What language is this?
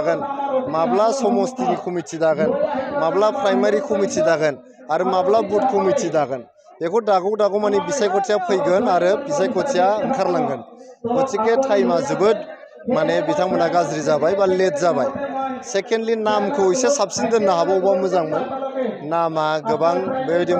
Bodo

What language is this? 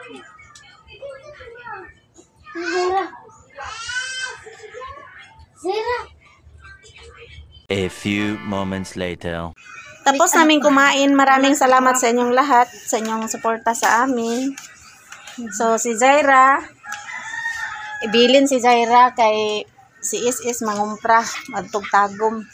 Filipino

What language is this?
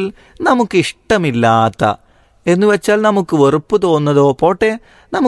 Malayalam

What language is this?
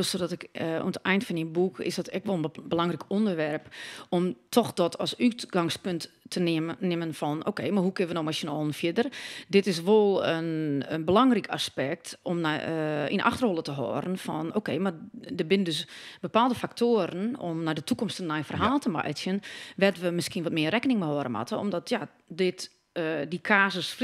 Western Frisian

